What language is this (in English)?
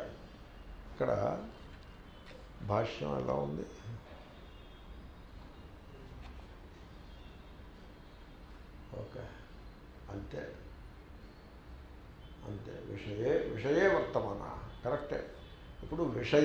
Telugu